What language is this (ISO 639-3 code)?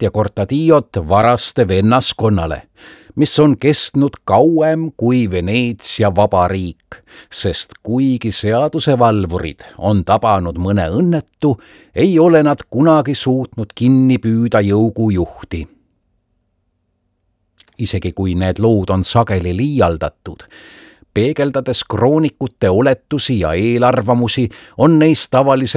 est